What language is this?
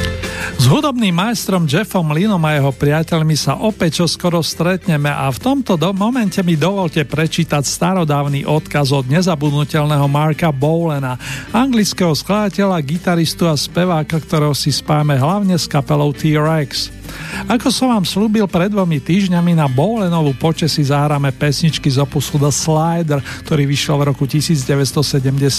Slovak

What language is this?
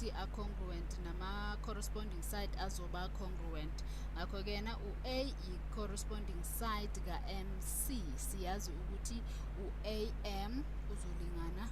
Zulu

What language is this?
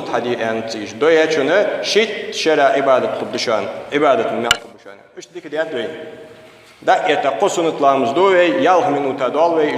Ingush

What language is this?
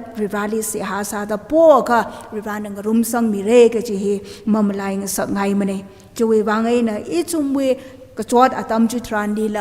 Tangkhul Naga (India)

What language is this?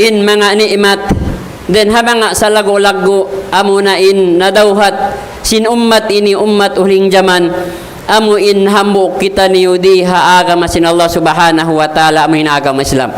Tausug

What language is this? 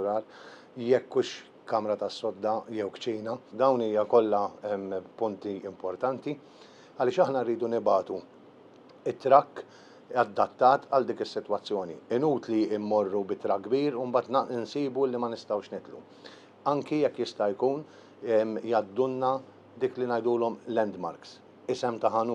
Maltese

